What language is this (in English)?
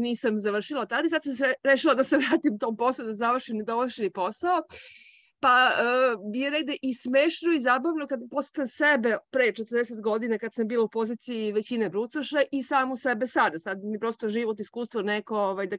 Serbian